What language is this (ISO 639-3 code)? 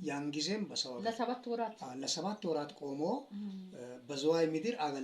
amh